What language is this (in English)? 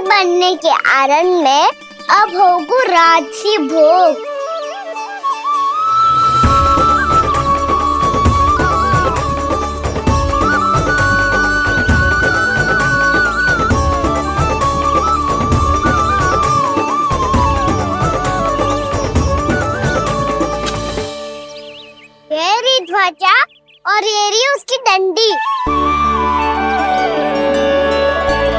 Hindi